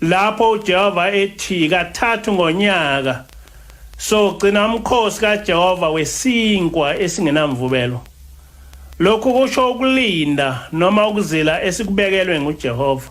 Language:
Zulu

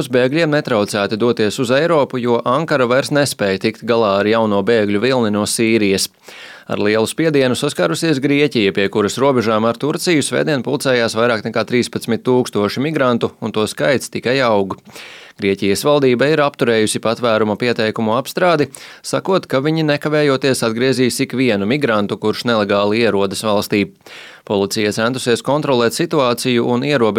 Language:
Latvian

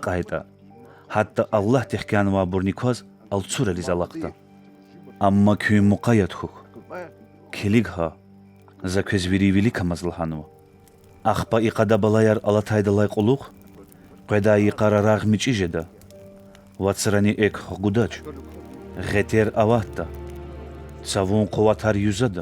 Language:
Lezghian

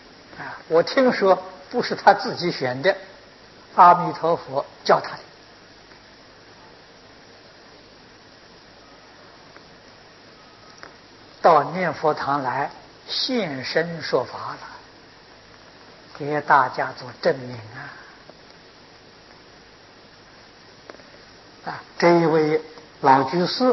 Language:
Chinese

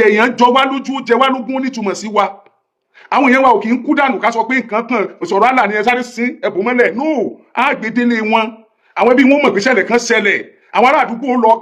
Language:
Yoruba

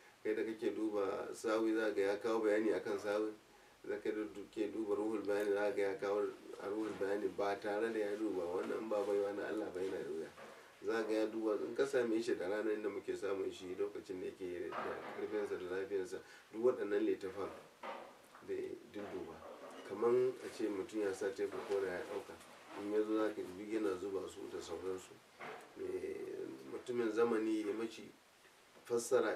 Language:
Hausa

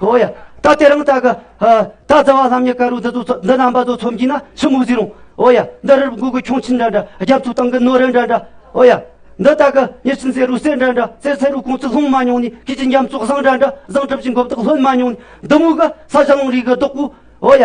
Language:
Amdo Tibetan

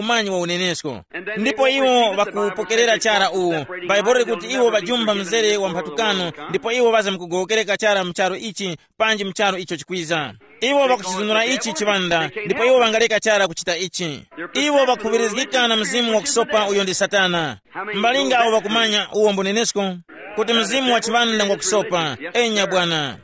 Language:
Tumbuka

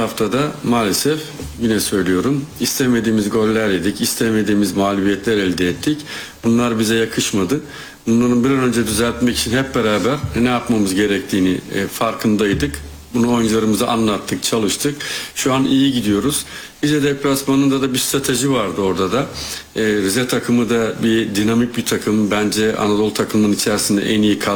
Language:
Turkish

